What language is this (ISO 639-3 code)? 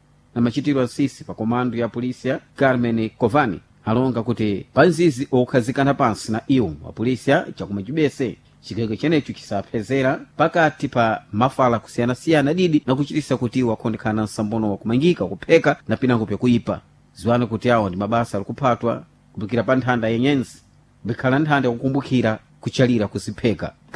seh